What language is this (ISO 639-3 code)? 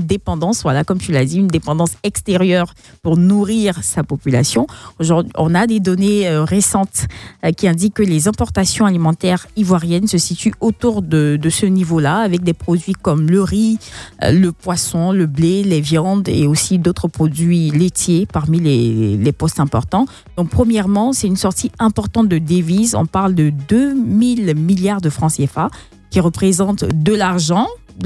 fra